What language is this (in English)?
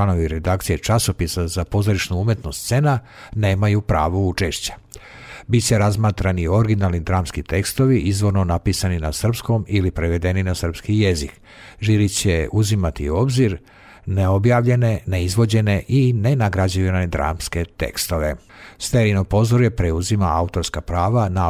Serbian